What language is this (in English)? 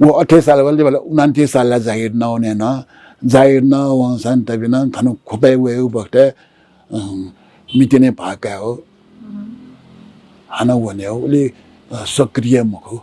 Newari